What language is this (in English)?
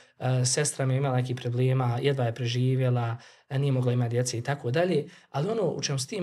Bosnian